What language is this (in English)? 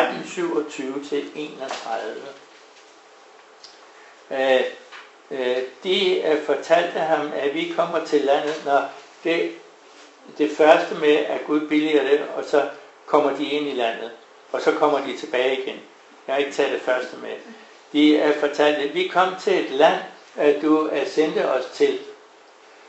Danish